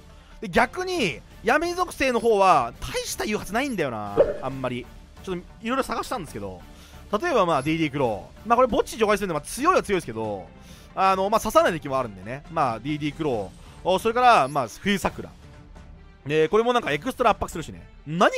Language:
Japanese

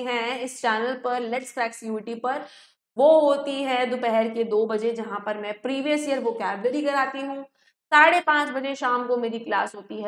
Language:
Hindi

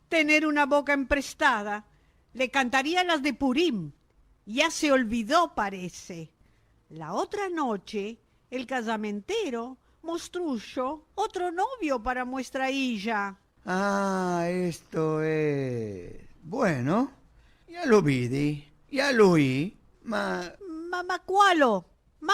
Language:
Ladino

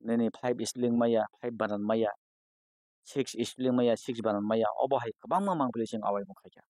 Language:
Kok Borok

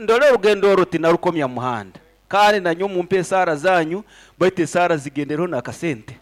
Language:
Nyankole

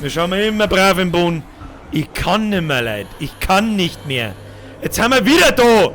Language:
Bavarian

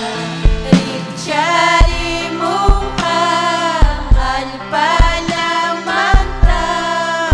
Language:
Ayacucho Quechua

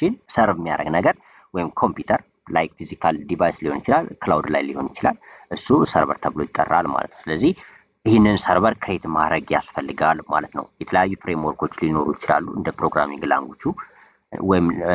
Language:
Amharic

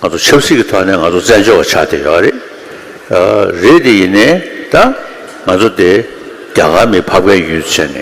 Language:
Tibetan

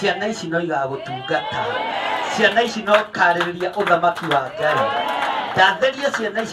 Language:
Kikuyu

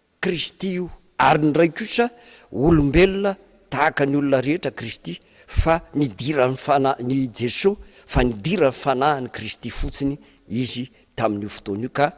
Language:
Malagasy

